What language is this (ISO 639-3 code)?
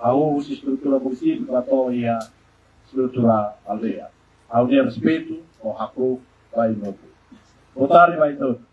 tet